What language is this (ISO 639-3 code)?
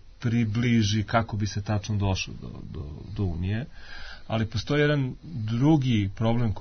srp